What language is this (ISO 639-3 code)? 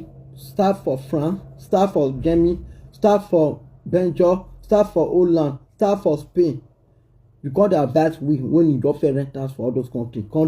pcm